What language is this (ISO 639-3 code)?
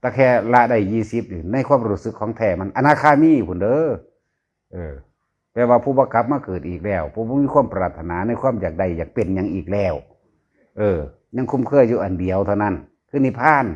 tts